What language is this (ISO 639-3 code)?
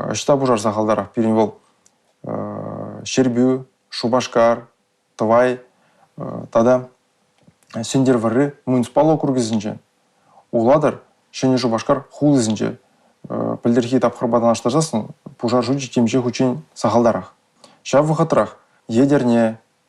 chv